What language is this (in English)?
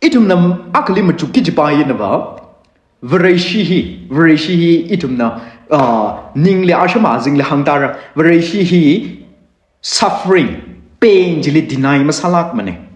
Tangkhul Naga (India)